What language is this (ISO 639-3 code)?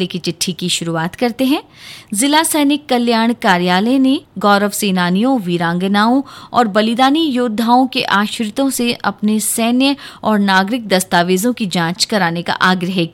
hin